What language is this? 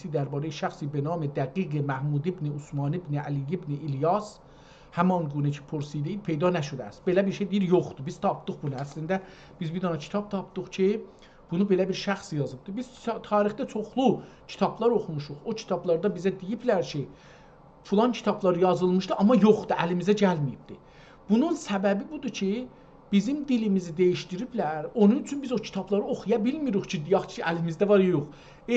South Azerbaijani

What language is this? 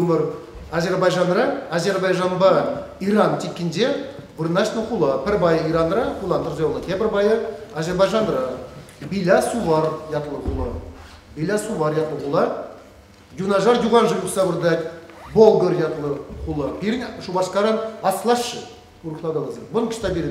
Chuvash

